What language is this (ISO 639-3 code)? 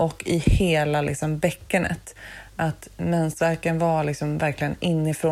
swe